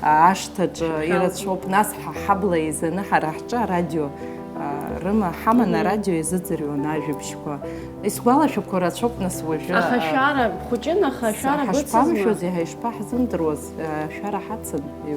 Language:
Abkhazian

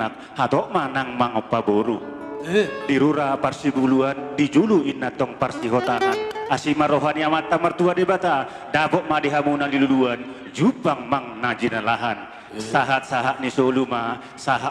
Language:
Batak Toba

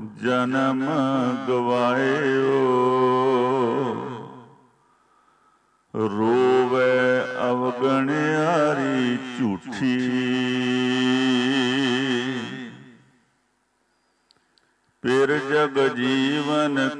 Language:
Punjabi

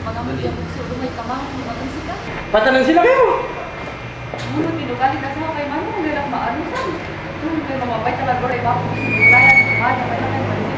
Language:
Kankanaey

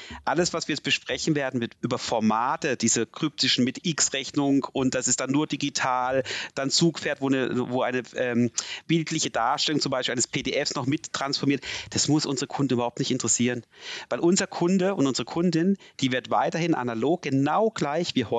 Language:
German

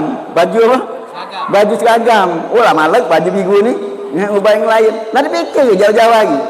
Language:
Musi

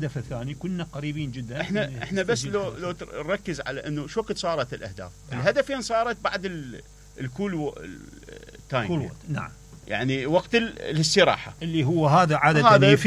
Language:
Mesopotamian Arabic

